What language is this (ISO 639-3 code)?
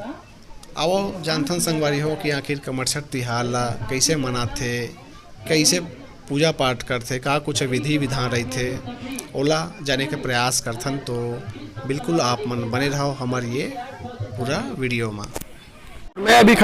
hne